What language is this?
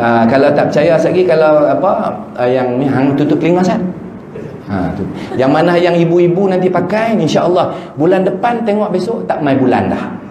Malay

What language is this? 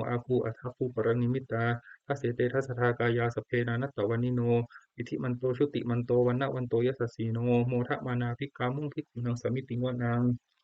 Pali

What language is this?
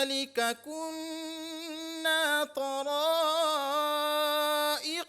Divehi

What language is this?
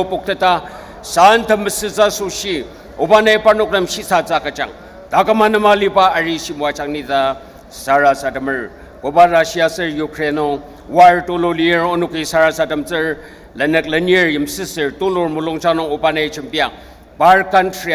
Ao Naga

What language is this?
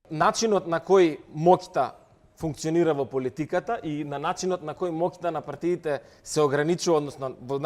Macedonian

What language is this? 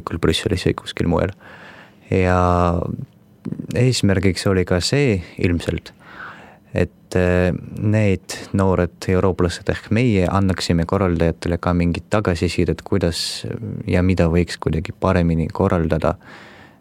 Estonian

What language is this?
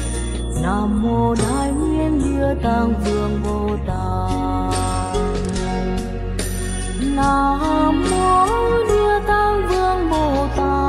Vietnamese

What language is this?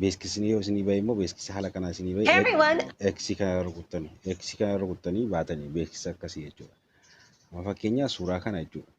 Oromo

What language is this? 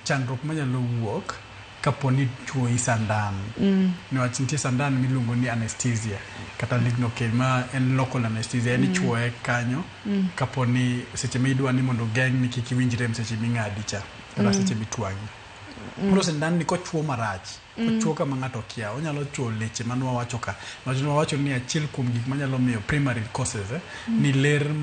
Luo (Kenya and Tanzania)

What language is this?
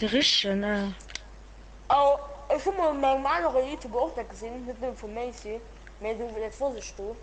Luxembourgish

